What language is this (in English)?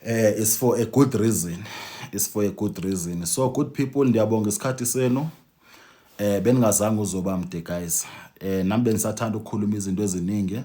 Zulu